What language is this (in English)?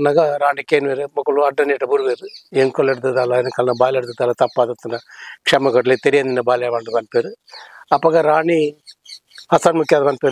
Tulu